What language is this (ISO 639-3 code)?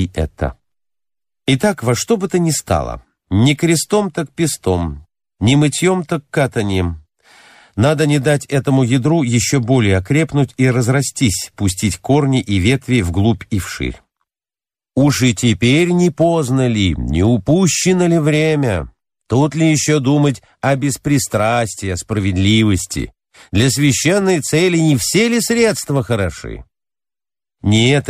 rus